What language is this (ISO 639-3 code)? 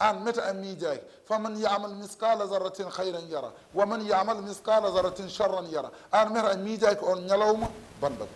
ful